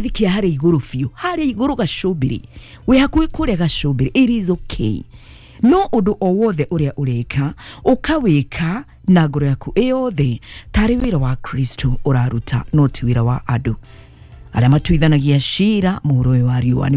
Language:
Kikuyu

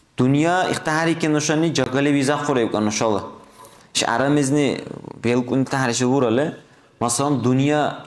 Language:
Dargwa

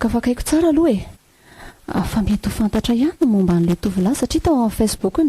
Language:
Malagasy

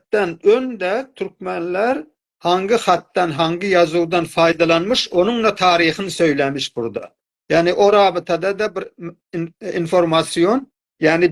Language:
South Azerbaijani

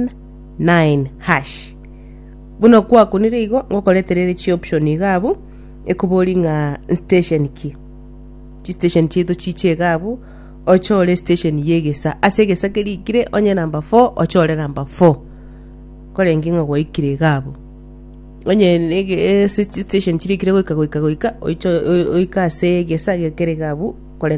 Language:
Gusii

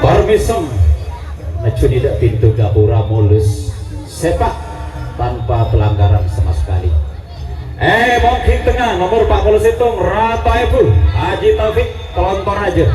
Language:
Madurese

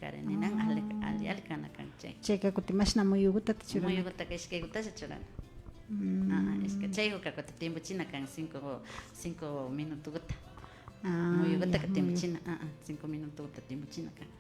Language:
Imbabura Highland Quichua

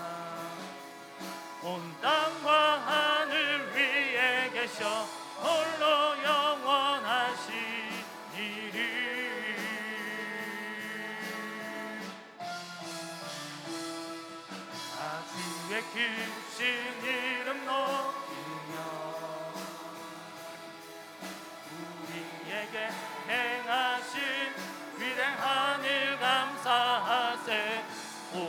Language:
Korean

